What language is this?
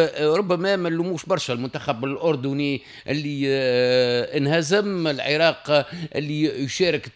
Tunisian Arabic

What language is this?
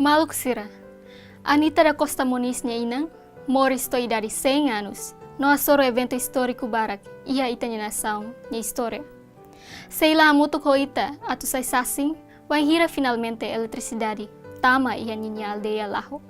Tetum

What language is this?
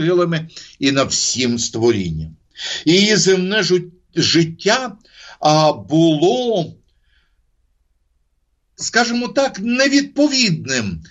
Ukrainian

